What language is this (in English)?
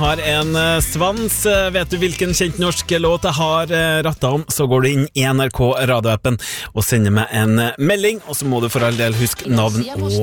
Norwegian